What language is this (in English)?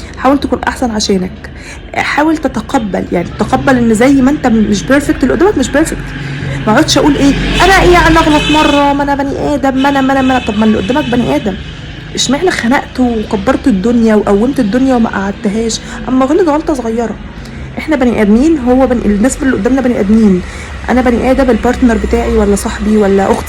Egyptian Arabic